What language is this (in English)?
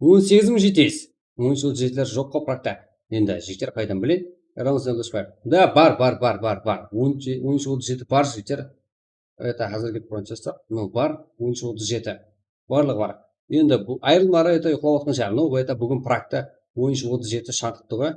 Kara-Kalpak